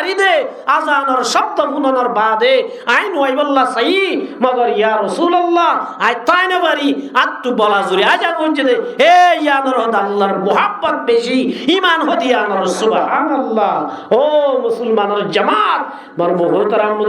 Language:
Rohingya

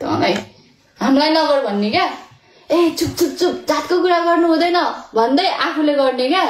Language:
Nepali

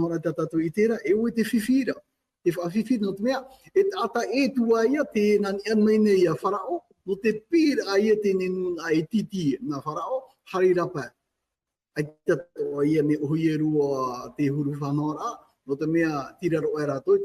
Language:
Tahitian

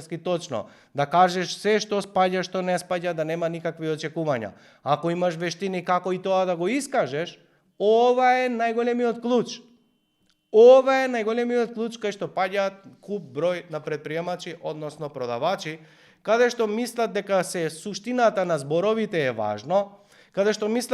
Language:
Macedonian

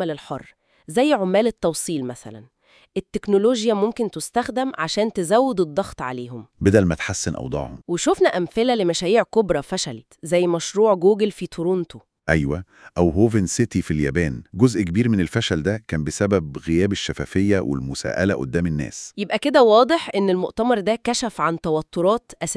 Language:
Egyptian Arabic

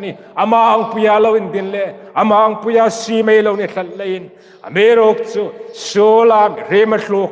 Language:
Hmar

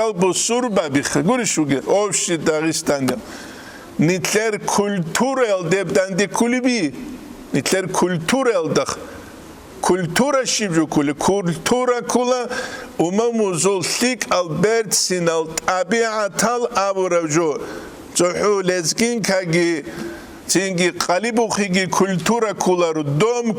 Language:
Avaric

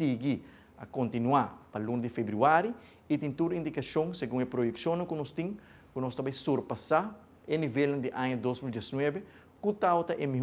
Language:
Papiamento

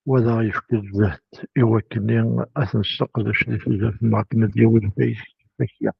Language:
Kabyle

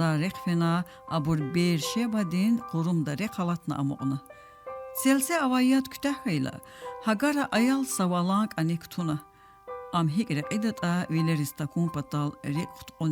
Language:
Lezghian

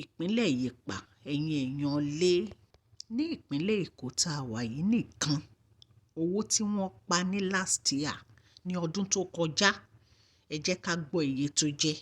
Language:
Yoruba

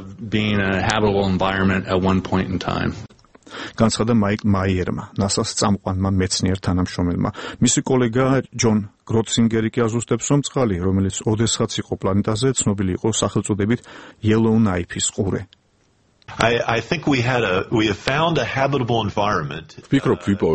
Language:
Georgian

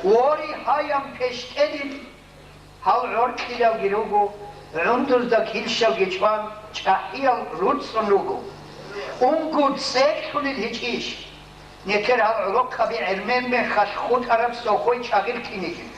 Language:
Avaric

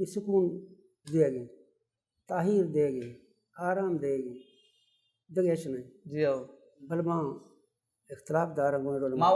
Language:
Baluchi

